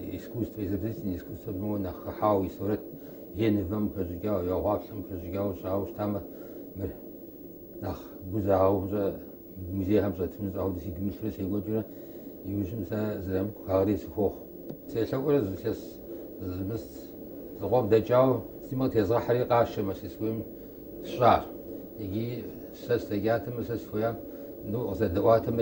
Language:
Kabardian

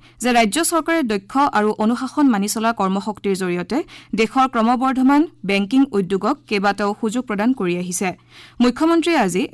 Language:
Assamese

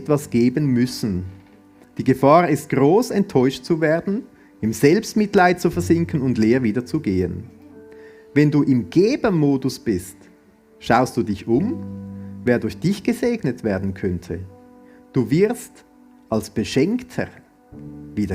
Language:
Swiss German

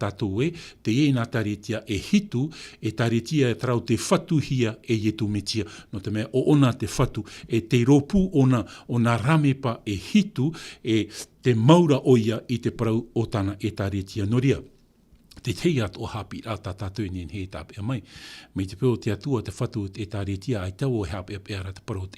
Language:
Tahitian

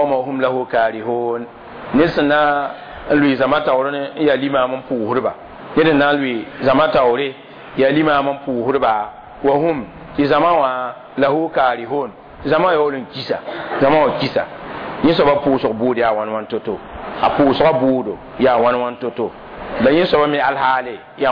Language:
Mossi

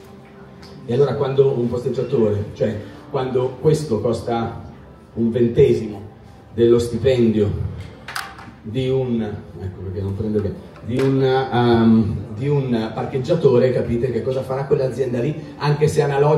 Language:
Italian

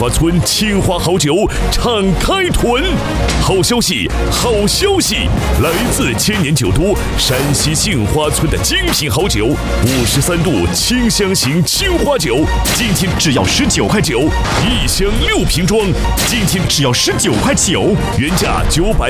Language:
Chinese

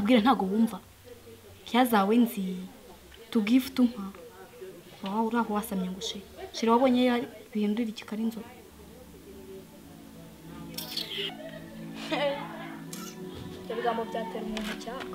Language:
Kinyarwanda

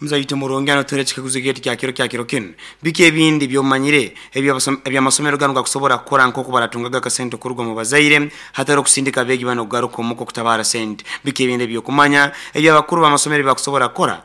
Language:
Nyankole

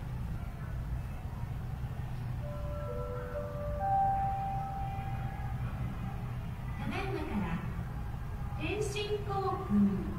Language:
Japanese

